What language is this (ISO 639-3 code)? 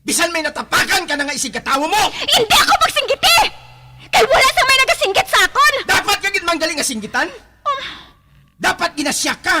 hil